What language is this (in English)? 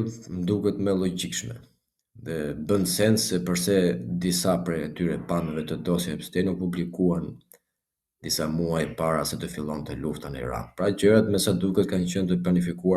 Albanian